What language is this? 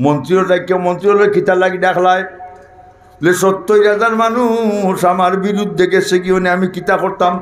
Sylheti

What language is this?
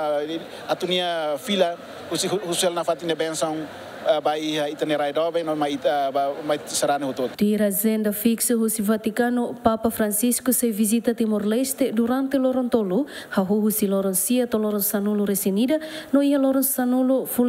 Tetum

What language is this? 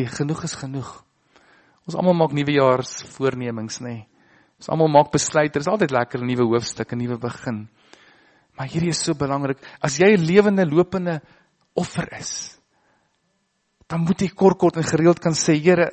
Afrikaans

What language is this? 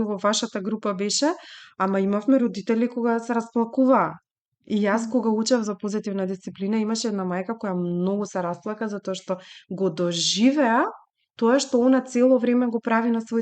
Macedonian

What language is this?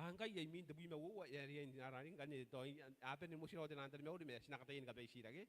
Gilbertese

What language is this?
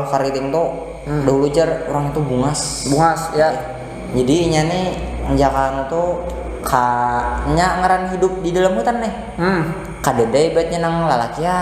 Banjar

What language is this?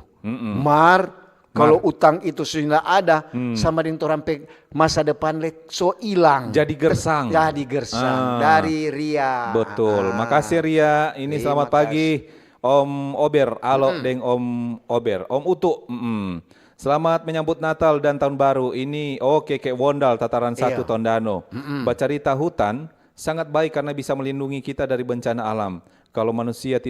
Manado Malay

